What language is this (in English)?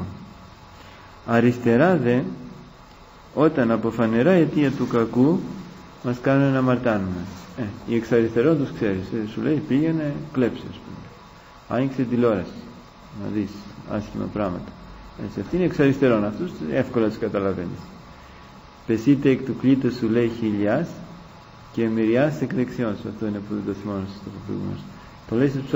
Greek